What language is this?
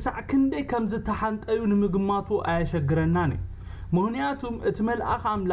Tigrinya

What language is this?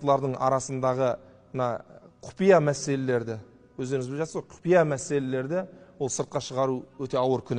Kazakh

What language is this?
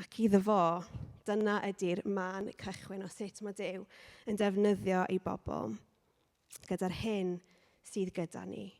Welsh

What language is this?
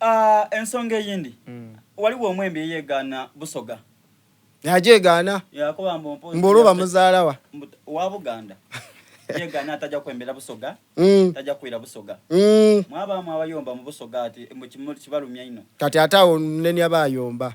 Soga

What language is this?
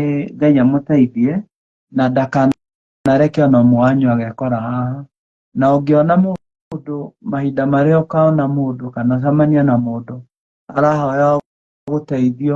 Kikuyu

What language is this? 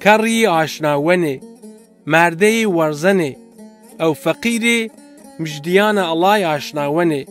Zaza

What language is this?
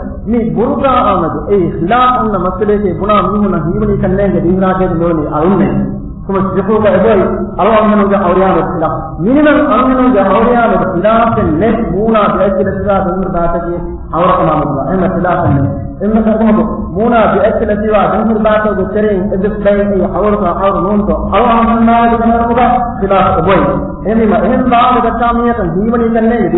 Divehi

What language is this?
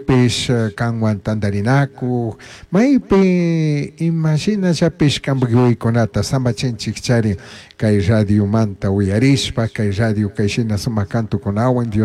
Chimborazo Highland Quichua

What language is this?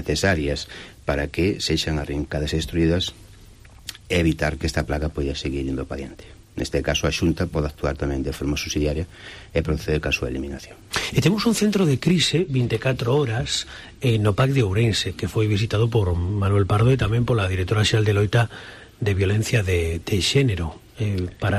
Galician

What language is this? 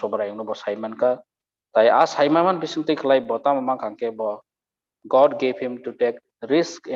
Kok Borok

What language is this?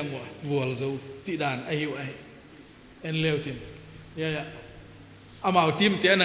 Paite Chin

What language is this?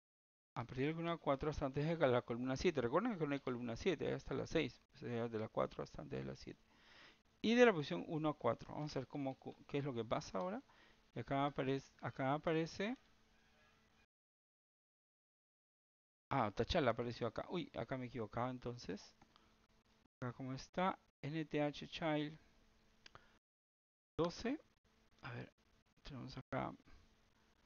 Spanish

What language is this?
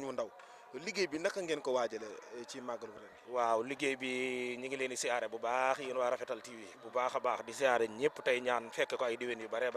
Wolof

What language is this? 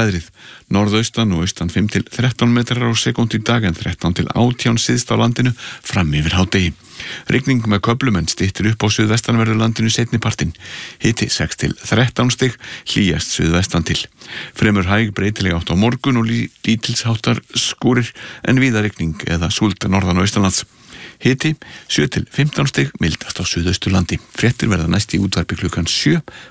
Icelandic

